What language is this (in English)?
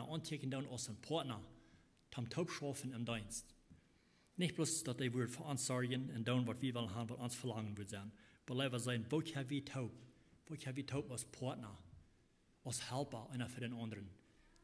Plautdietsch